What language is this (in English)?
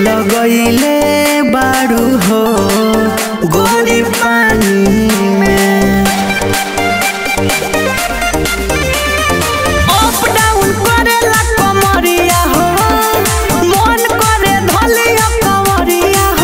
Bhojpuri